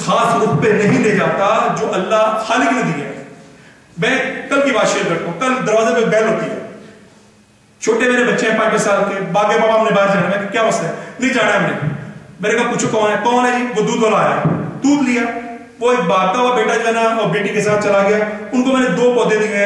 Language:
Urdu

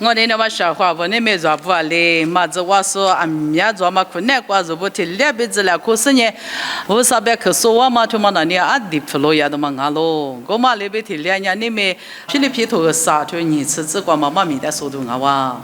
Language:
Lisu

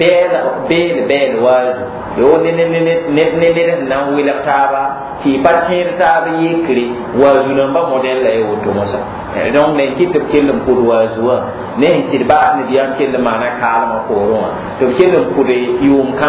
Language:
Mossi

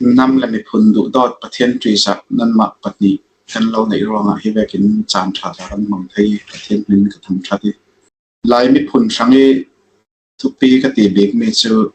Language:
Falam Chin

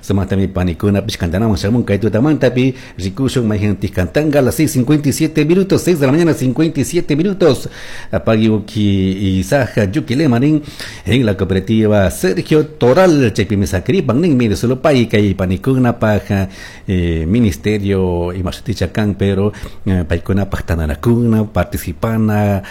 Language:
Chimborazo Highland Quichua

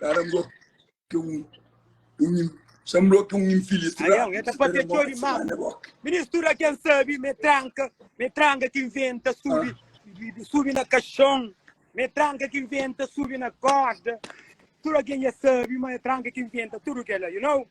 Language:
Kabuverdianu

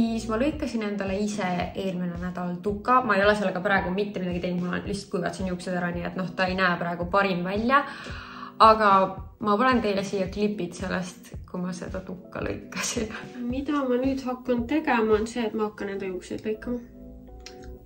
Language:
Estonian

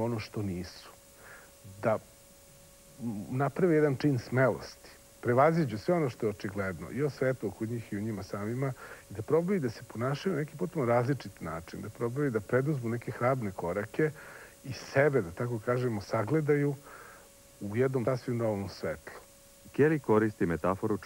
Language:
Serbian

